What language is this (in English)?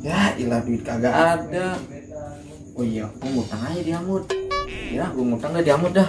Betawi